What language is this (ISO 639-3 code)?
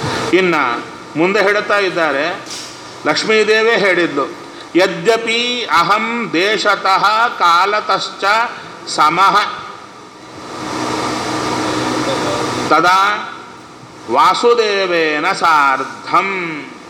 kan